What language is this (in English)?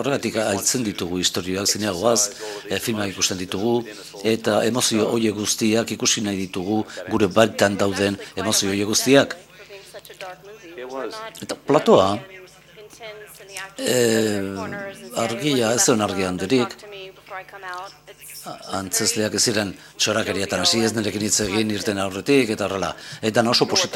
Basque